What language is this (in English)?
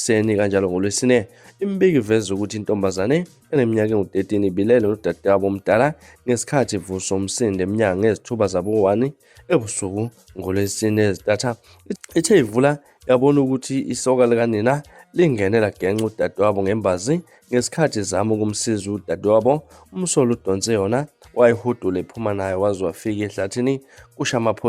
Zulu